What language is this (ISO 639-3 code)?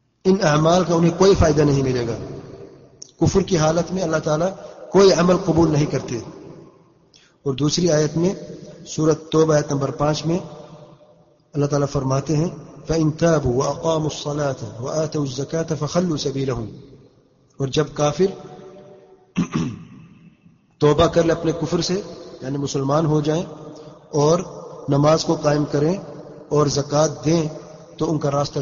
urd